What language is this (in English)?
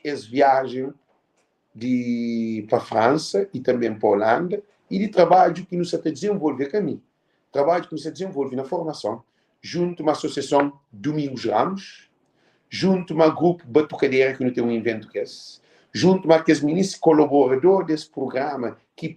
Kabuverdianu